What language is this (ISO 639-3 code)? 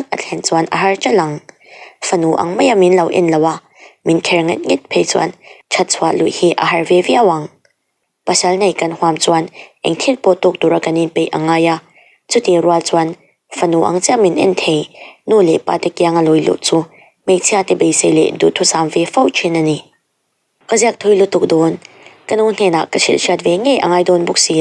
lus